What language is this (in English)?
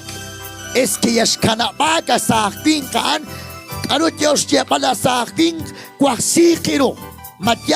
Kekchí